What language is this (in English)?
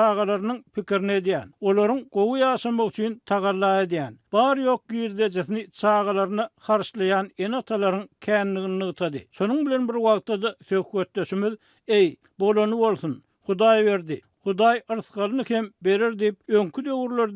Turkmen